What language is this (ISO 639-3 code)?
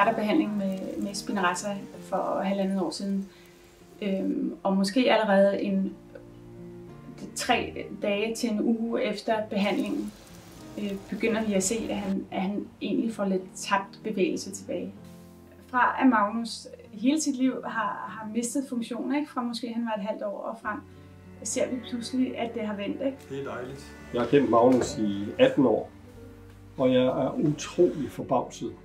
dan